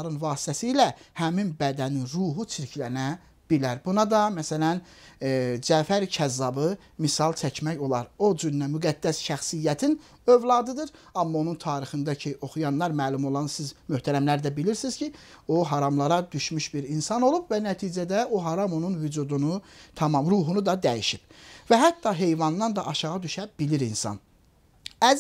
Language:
Azerbaijani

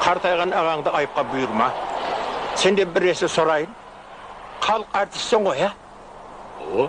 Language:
Kara-Kalpak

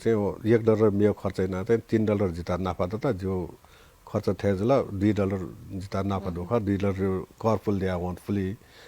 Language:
Newari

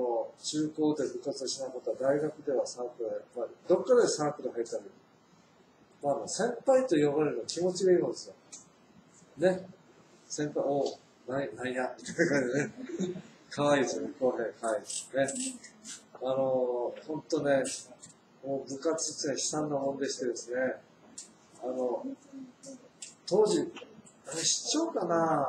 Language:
Japanese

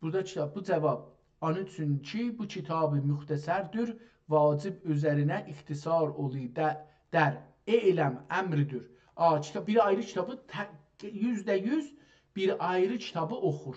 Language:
South Azerbaijani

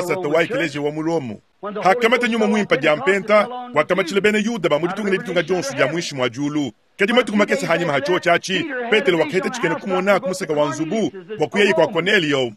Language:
Luba-Lulua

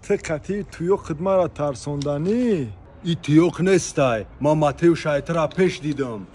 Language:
Tajik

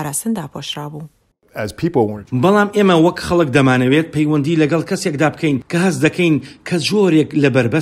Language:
Central Kurdish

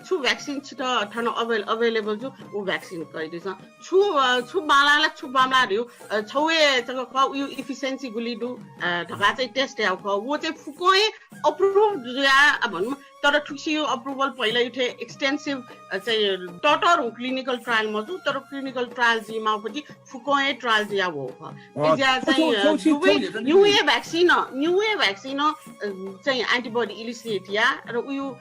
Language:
Newari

